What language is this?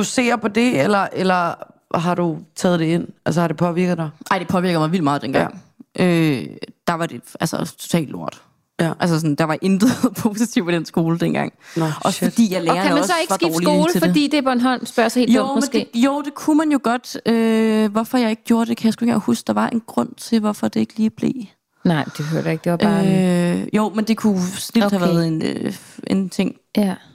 Danish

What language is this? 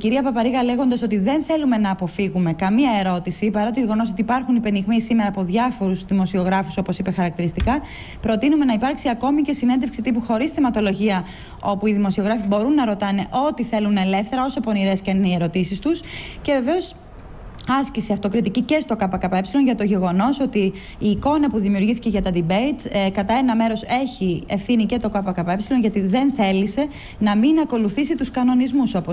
Greek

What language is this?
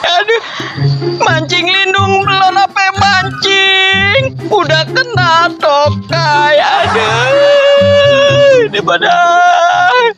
Betawi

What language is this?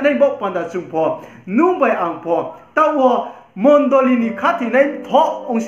Riang (India)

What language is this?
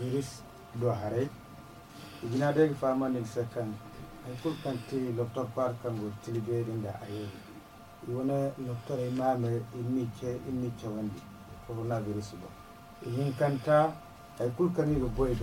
Zarma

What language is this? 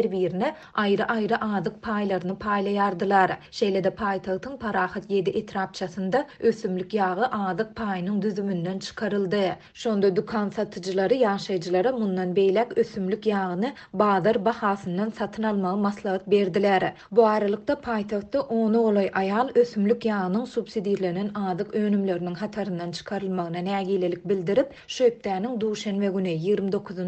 Turkmen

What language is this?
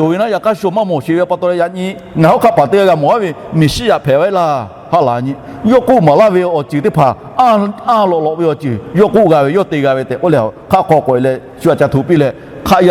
Lahu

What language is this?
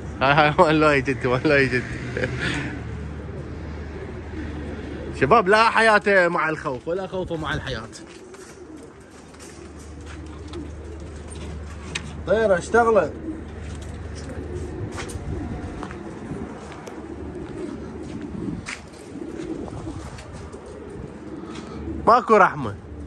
Mesopotamian Arabic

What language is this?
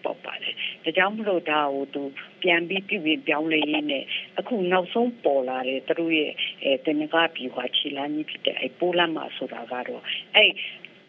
Burmese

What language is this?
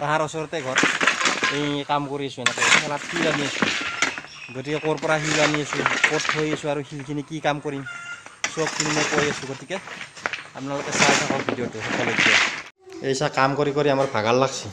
Assamese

